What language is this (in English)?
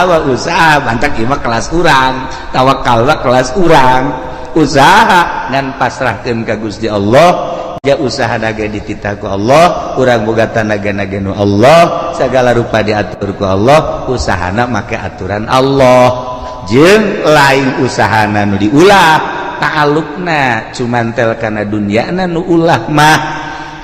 Sundanese